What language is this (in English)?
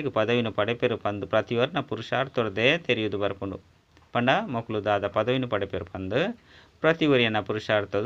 Tulu